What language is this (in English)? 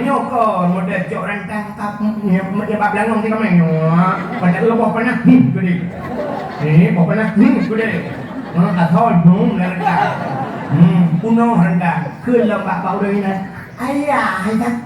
Achinese